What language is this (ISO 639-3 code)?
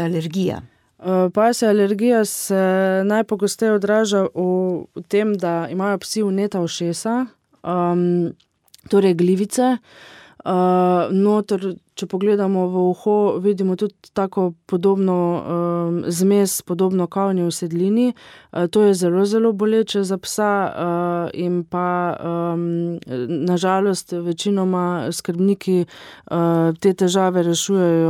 slv